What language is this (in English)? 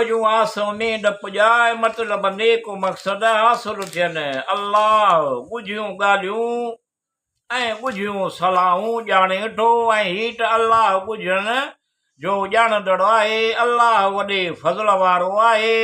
Sindhi